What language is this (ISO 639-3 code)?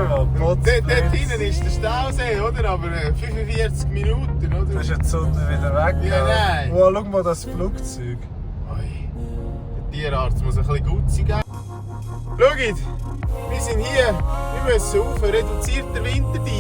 gsw